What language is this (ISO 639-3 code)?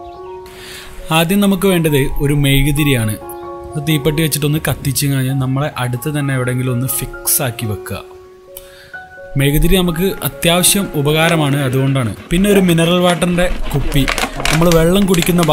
mal